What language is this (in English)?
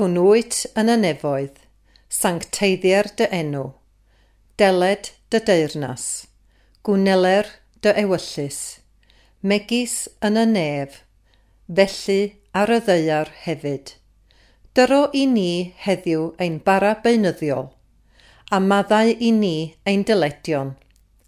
Welsh